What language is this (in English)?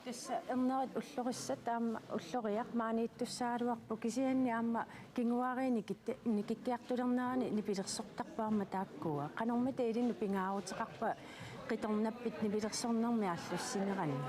Kalaallisut